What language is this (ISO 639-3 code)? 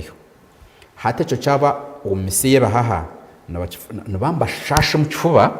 nyn